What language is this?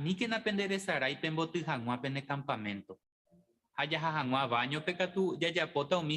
Guarani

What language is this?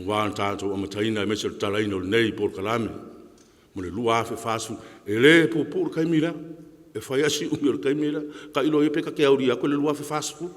Samoan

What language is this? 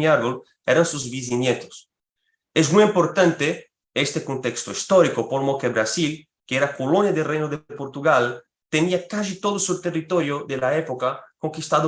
Ladino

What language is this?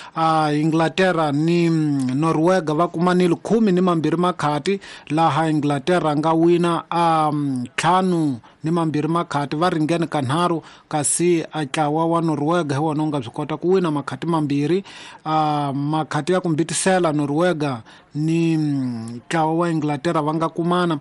Tsonga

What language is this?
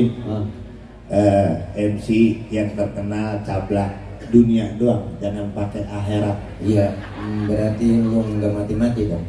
Betawi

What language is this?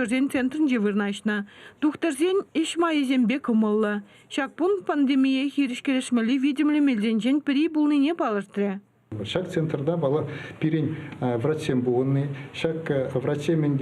Chuvash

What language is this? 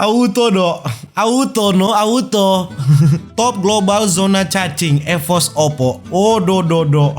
Manado Malay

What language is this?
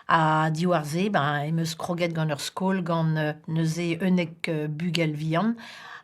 Breton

